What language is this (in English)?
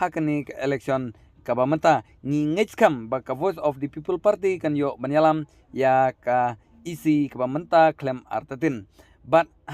Khasi